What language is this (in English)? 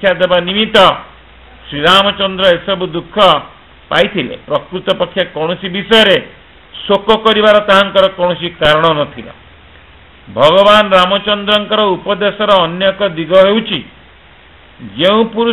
Odia